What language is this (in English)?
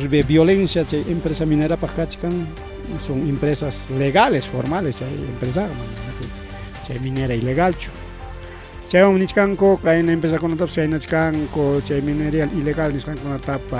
Ayacucho Quechua